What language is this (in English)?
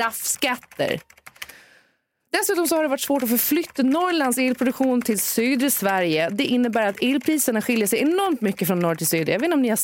Swedish